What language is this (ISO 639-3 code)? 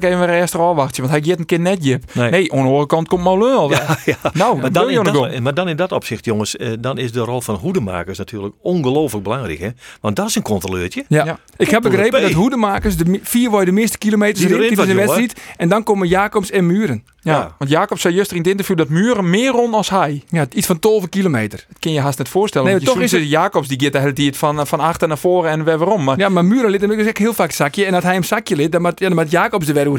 fry